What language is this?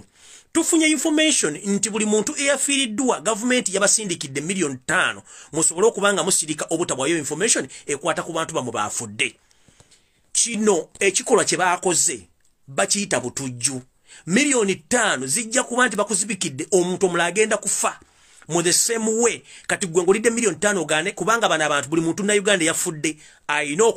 Ganda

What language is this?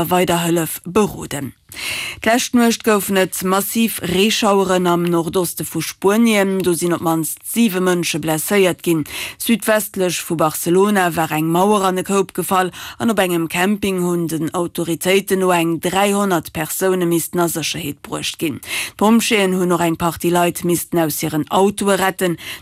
Luxembourgish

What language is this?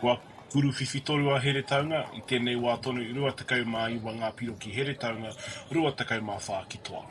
Māori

